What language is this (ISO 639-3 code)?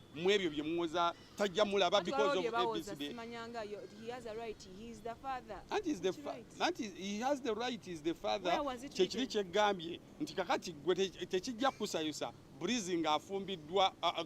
lug